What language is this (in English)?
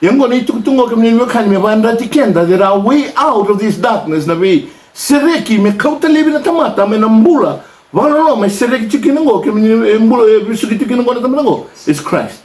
Fijian